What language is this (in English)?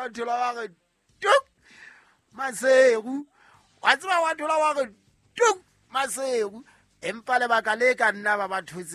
Southern Sotho